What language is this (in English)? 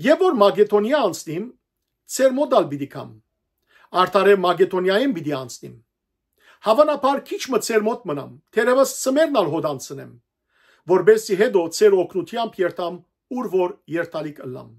Western Armenian